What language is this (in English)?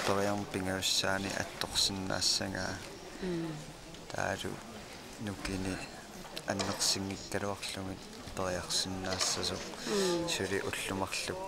Kalaallisut